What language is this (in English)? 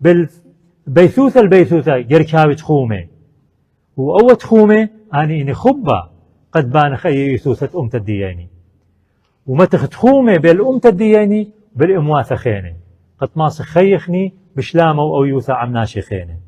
Assyrian Neo-Aramaic